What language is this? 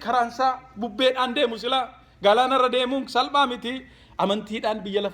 Oromo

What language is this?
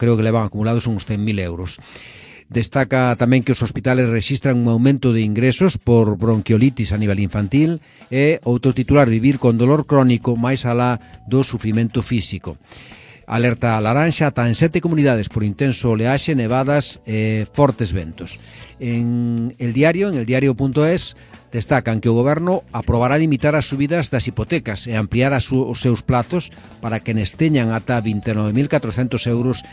Galician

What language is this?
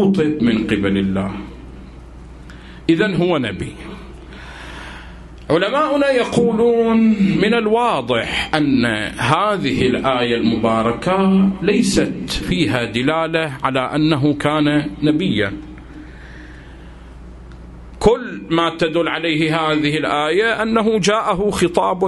Arabic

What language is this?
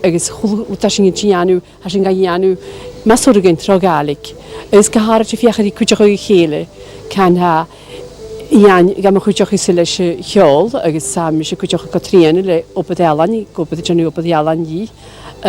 Scottish Gaelic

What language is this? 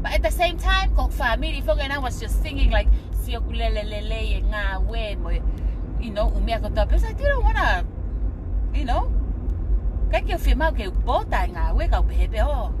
Tongan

